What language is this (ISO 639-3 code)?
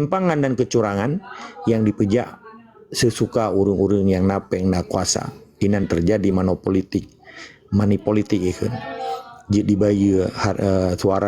ace